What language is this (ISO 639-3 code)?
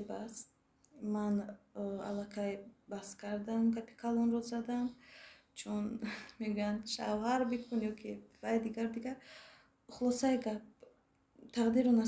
tgk